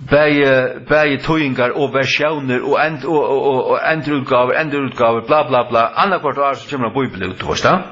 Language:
Faroese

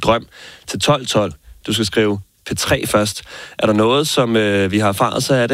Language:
Danish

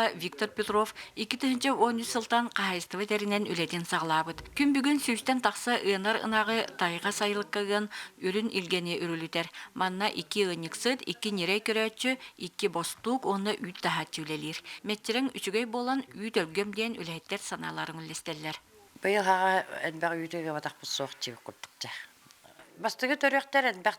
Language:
Yakut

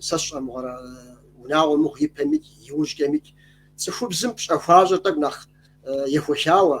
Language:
Kabardian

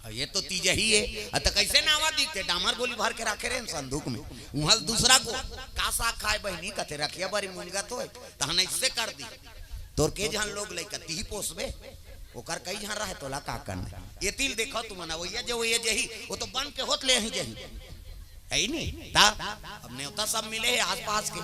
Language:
Chhattisgarhi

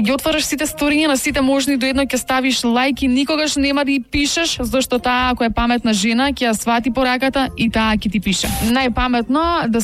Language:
Macedonian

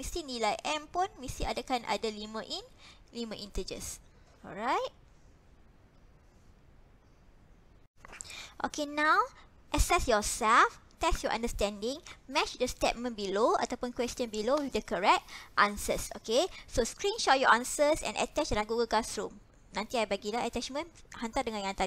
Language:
Malay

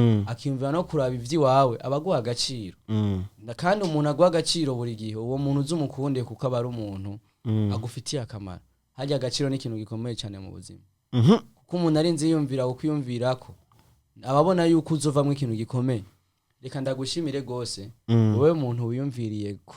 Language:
Rundi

